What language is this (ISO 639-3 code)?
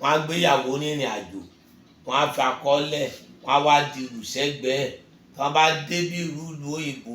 yor